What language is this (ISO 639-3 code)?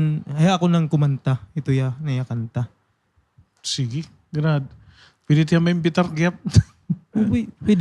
war